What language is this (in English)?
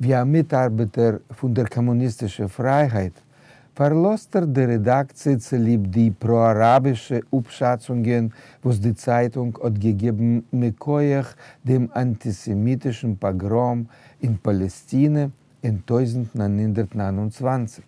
Yiddish